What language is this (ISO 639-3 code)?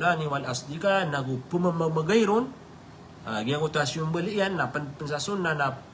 mrw